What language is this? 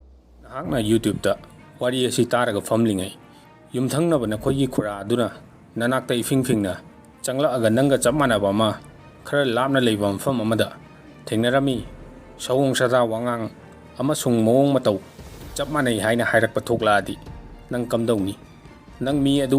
Manipuri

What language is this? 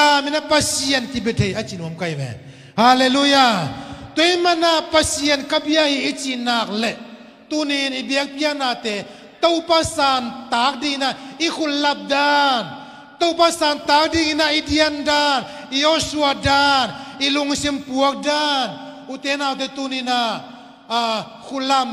Tedim Chin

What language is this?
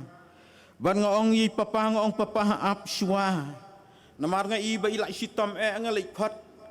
Khasi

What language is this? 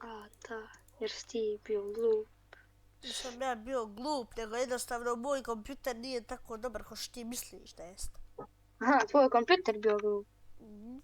Bosnian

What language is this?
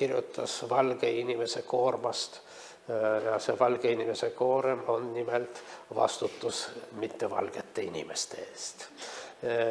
Estonian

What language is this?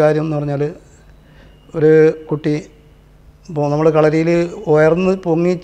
Malayalam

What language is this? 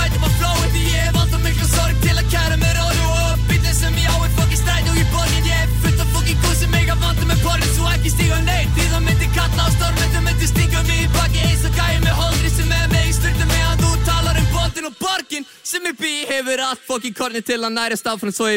Icelandic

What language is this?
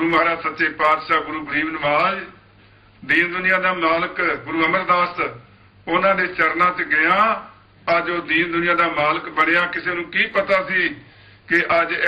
Punjabi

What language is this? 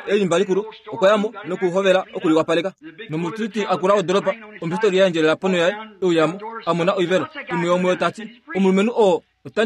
Kuanyama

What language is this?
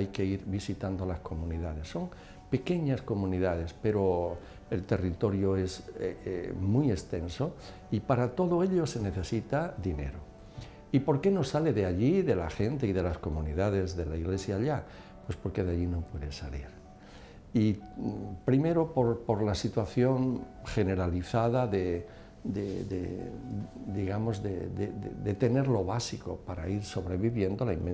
Spanish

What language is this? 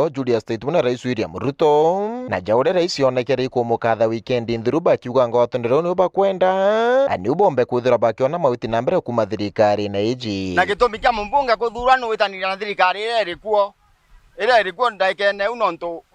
Meru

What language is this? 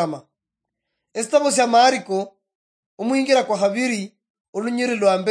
Luyia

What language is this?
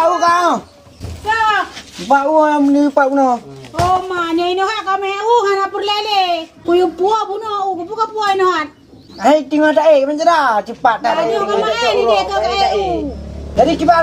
Achinese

